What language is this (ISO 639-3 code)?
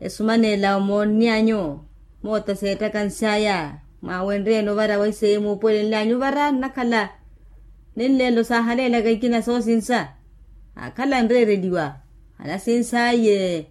vmw